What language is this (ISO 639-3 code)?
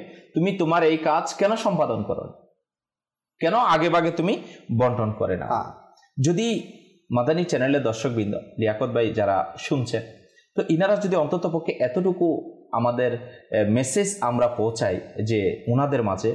ben